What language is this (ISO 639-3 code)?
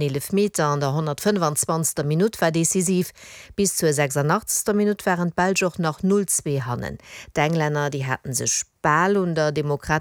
ltz